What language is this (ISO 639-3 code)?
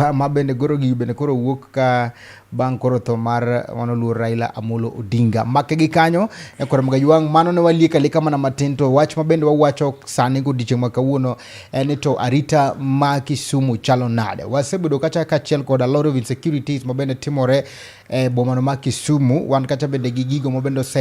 luo